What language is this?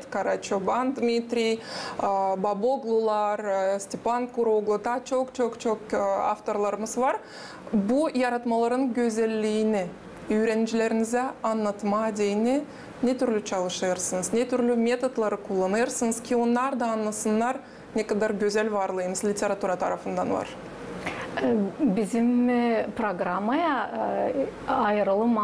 Gagauz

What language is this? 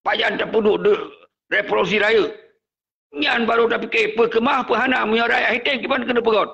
Achinese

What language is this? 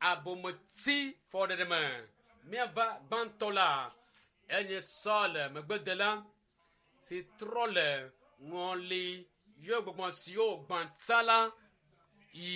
Ewe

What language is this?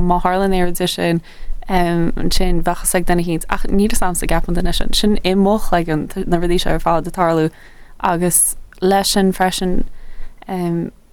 Irish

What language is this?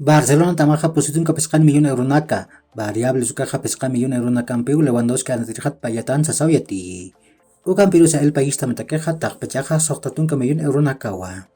Aymara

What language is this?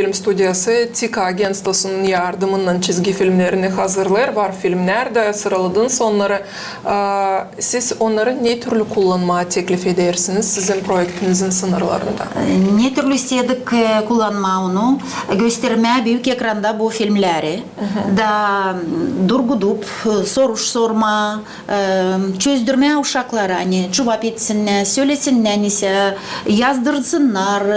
Gagauz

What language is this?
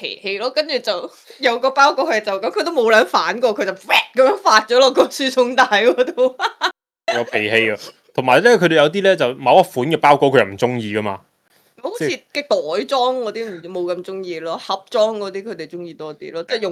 Cantonese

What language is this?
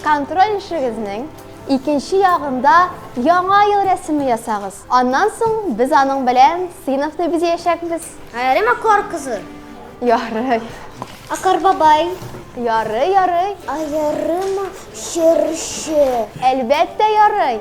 Tatar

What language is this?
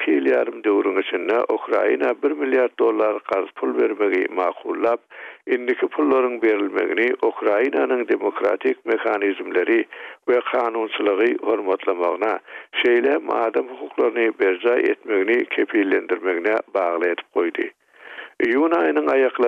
Turkmen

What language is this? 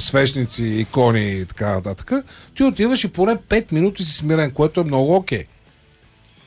Bulgarian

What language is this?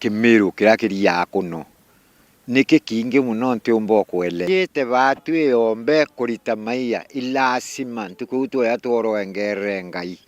Meru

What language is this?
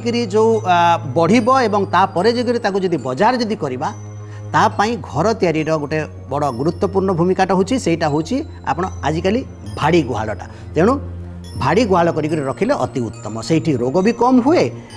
Odia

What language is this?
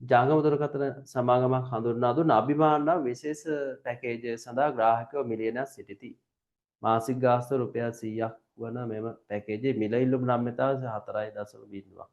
Sinhala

